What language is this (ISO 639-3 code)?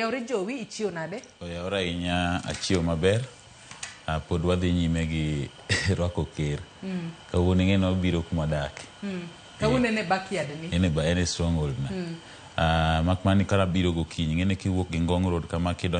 luo